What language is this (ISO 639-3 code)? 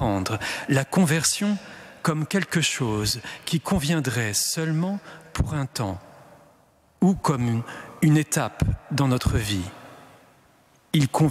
fra